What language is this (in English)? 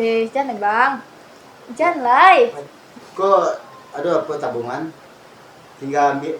Minangkabau